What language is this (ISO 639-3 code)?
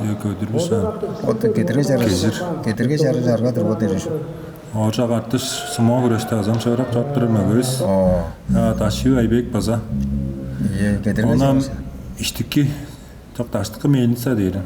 tyv